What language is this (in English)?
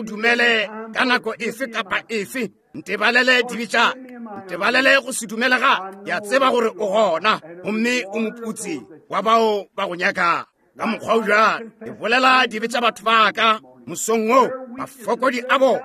Northern Sotho